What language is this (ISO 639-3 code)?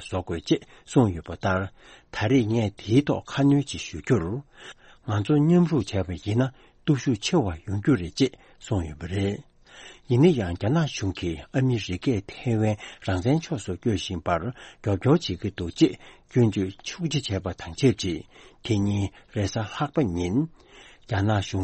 bod